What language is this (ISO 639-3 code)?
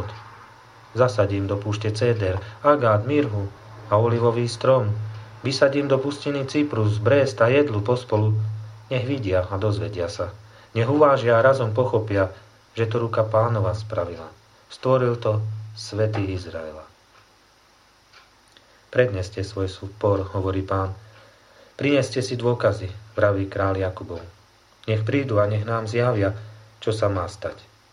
slk